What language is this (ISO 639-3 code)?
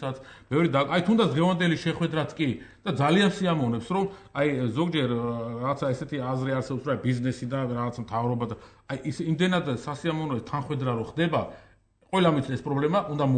kat